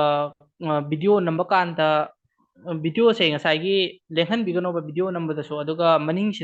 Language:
Manipuri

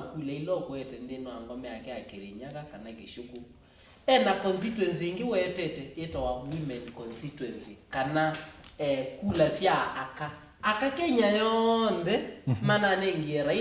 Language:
Kamba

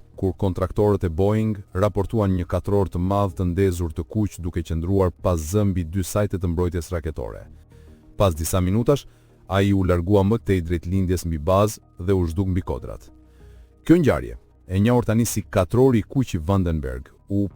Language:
Albanian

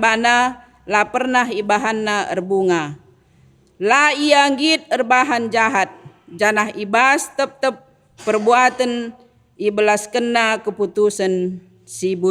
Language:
Batak Karo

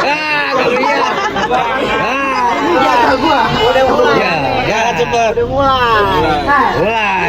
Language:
Betawi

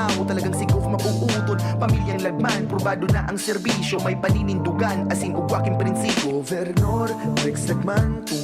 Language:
Bikol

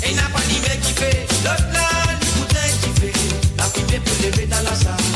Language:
Morisyen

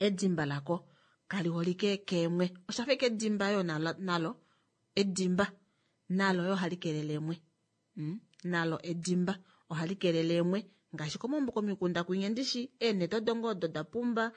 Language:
Kuanyama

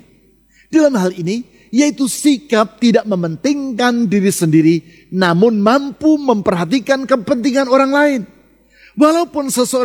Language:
Indonesian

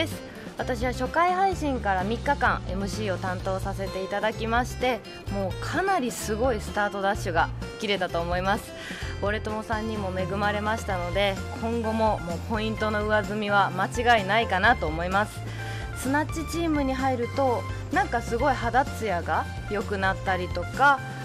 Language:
Japanese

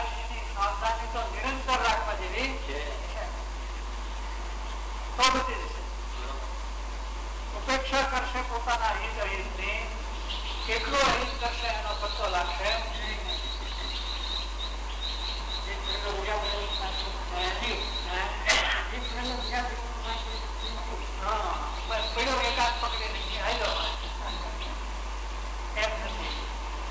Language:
Gujarati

